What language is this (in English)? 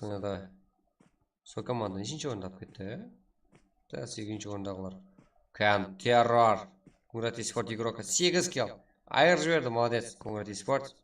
Kara-Kalpak